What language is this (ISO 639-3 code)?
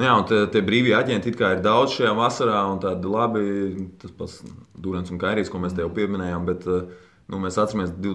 lav